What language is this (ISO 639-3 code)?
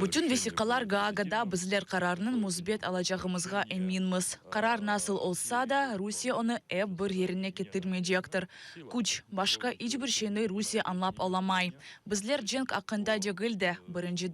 crh